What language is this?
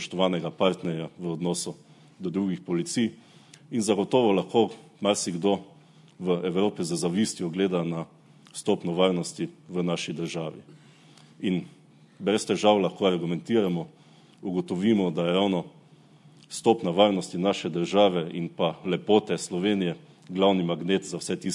Slovenian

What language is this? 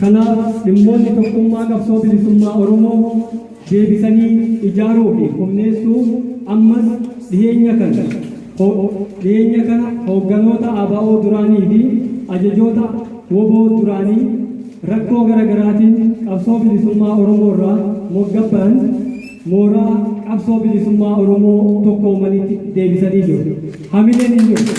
Oromo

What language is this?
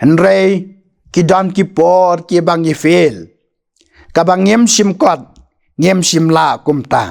Khasi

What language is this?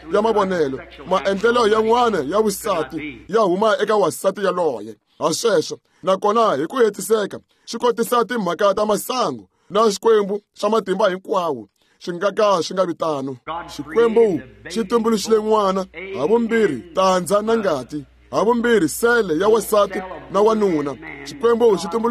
Tsonga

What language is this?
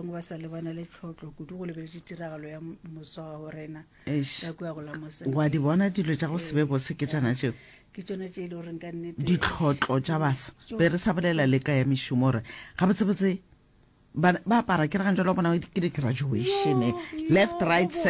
Northern Sotho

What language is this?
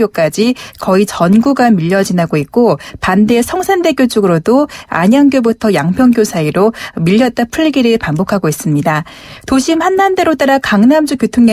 Korean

